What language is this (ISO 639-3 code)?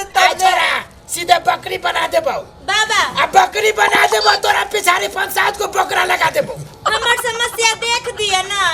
mai